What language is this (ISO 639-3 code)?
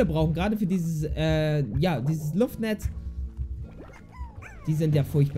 deu